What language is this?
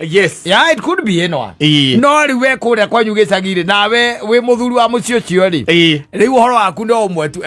Kikuyu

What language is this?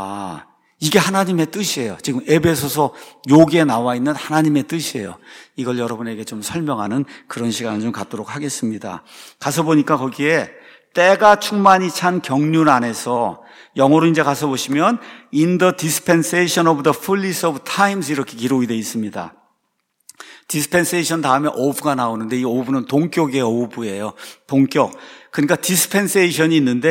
Korean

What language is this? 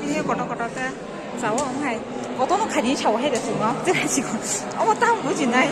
Kok Borok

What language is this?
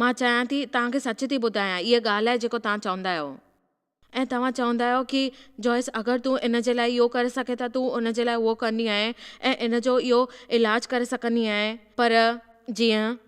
Sindhi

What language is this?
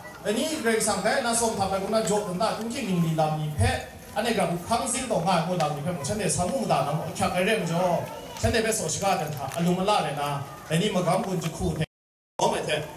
Kachin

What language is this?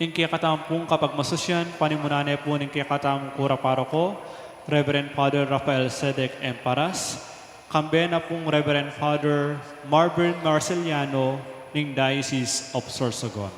Pampanga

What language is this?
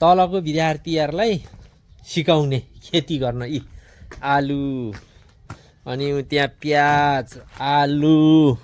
Nepali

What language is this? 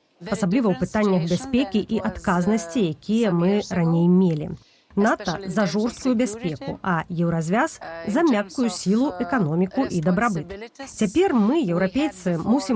Belarusian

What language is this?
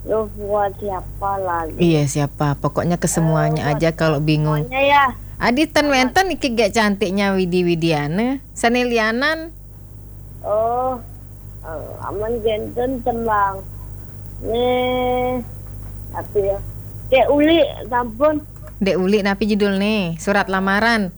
Balinese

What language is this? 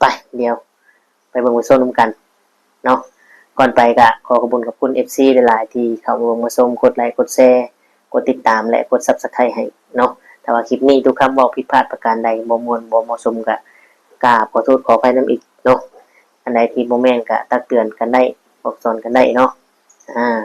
Lao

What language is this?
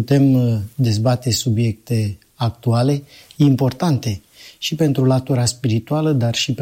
Romanian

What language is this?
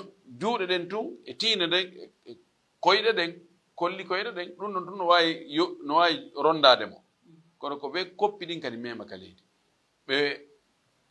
Fula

